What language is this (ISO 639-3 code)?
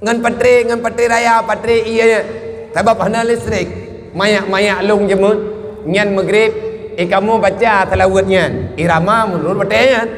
ace